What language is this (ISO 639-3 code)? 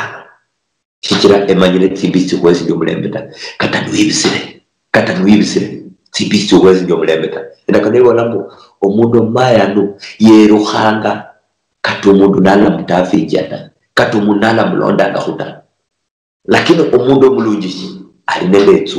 luy